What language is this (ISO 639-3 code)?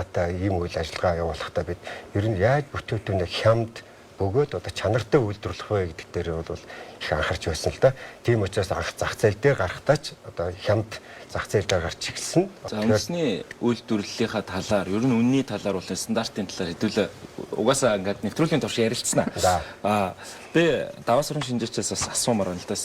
mon